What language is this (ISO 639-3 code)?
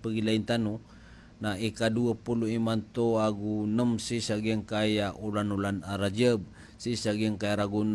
mrw